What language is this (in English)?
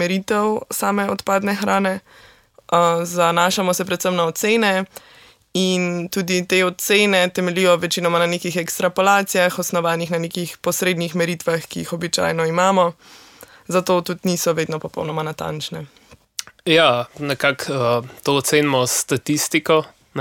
Slovenian